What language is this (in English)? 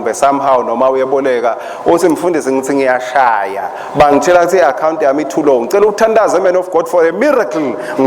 Swati